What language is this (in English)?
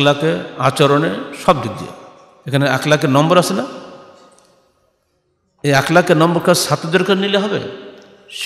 Bangla